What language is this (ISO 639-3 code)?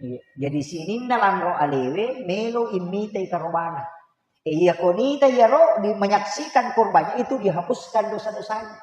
bug